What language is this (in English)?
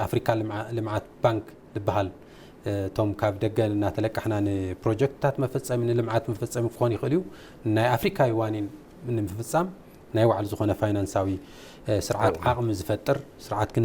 Tigrinya